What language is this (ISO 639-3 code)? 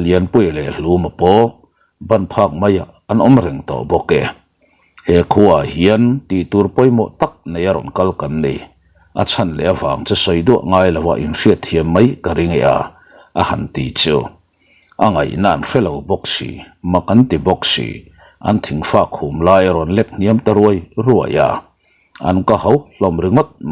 lus